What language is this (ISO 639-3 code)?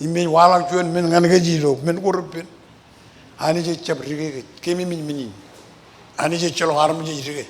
mah